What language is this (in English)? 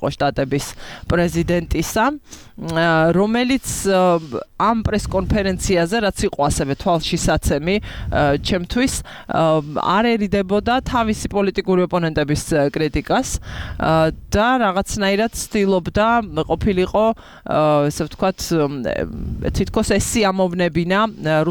Georgian